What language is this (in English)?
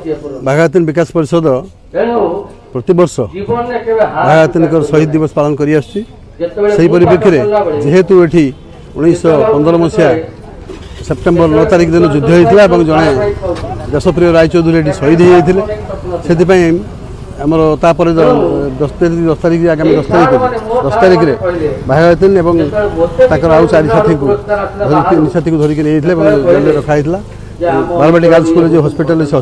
Odia